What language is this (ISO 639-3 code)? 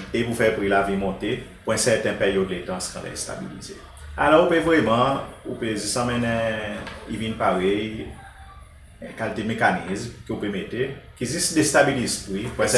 crs